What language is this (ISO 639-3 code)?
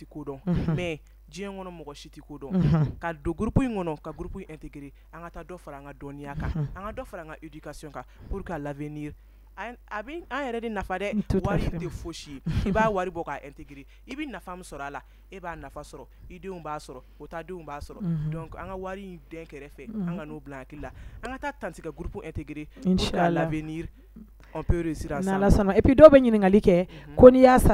bam